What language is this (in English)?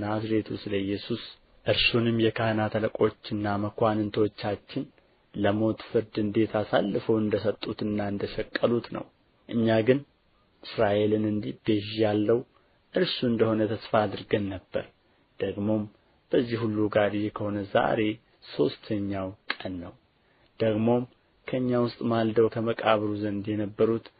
Amharic